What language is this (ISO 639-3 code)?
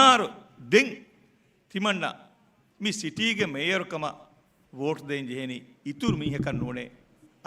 div